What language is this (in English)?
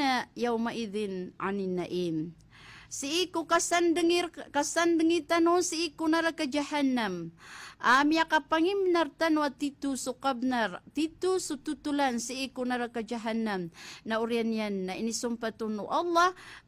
Maranao